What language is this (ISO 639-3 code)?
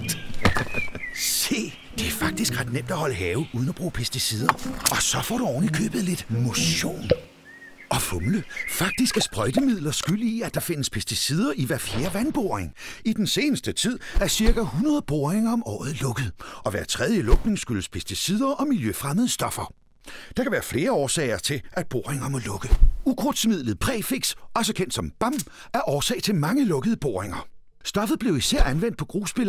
dan